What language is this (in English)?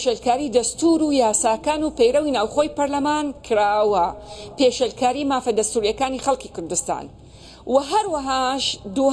Central Kurdish